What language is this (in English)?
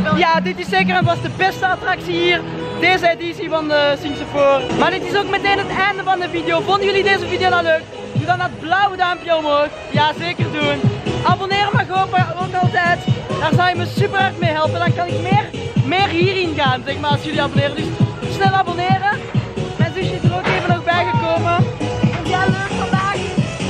Dutch